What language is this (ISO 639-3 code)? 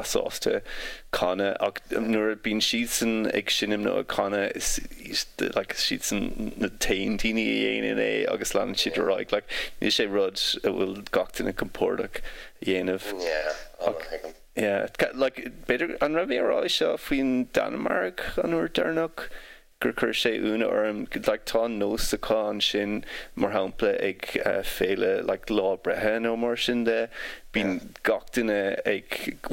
gle